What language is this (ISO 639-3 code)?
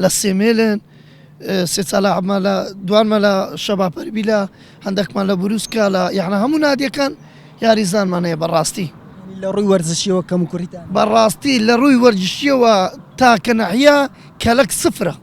ckb